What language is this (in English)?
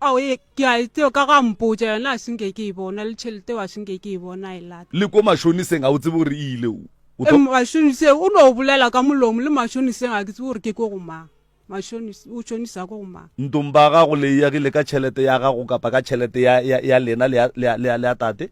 Northern Sotho